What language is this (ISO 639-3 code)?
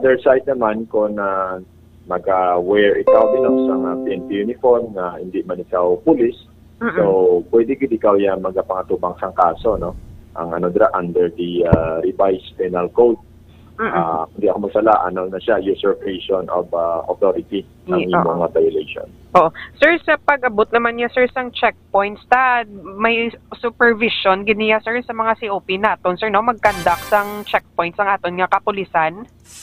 hil